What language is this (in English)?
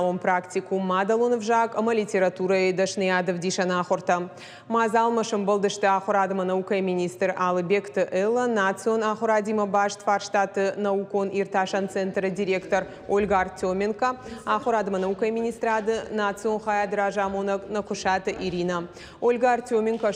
Ossetic